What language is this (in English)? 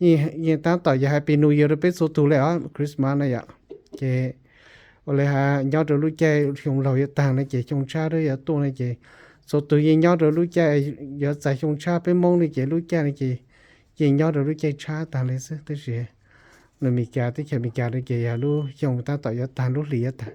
Hmong